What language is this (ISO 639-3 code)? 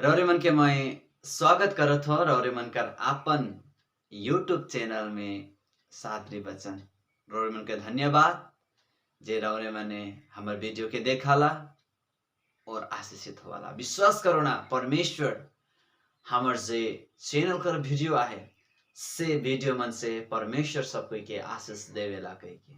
sck